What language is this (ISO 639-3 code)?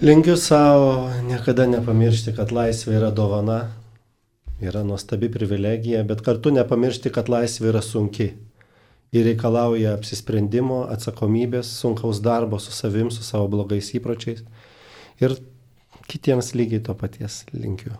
lit